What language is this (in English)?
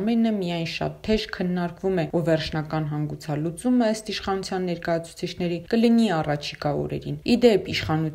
Armenian